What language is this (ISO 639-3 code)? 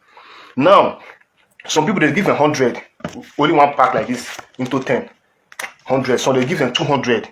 pcm